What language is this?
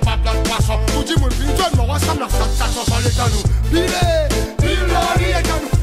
Seselwa Creole French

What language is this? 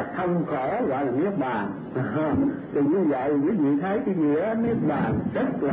Vietnamese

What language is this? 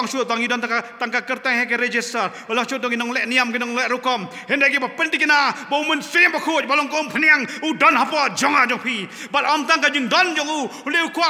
Khasi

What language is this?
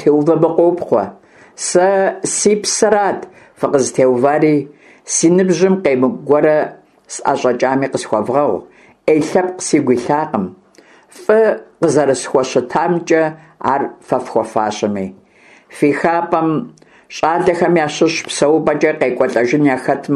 Kabardian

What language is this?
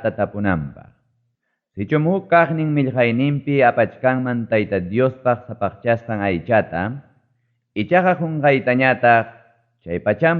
Ayacucho Quechua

